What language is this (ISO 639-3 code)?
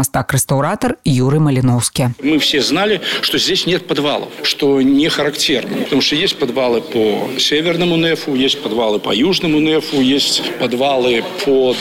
bel